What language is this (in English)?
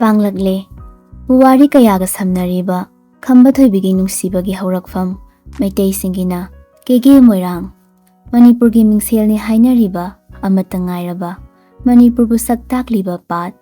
Manipuri